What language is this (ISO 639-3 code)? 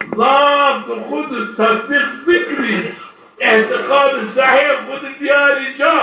zza